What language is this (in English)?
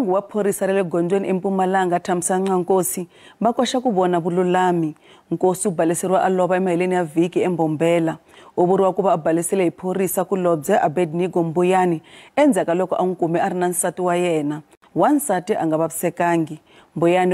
Tsonga